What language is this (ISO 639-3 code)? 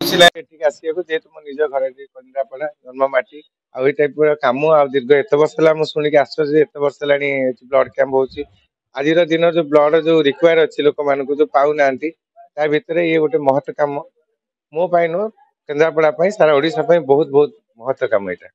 ori